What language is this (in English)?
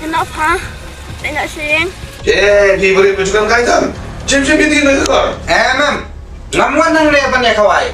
Khasi